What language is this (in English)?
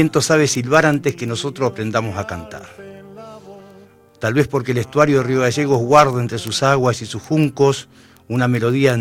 Spanish